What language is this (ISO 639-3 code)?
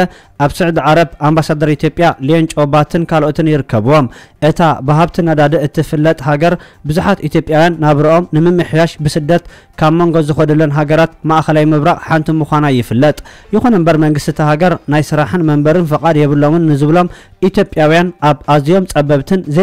tir